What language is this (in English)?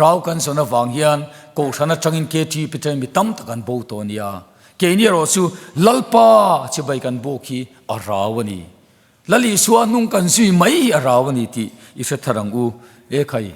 Mizo